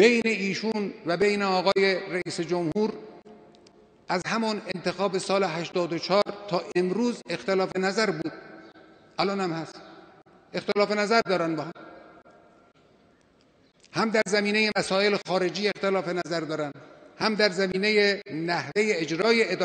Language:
Persian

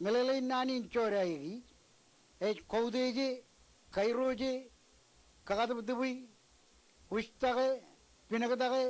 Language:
Marshallese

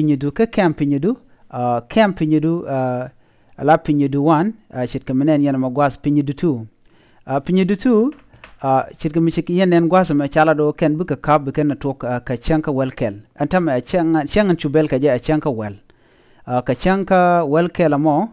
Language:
Nuer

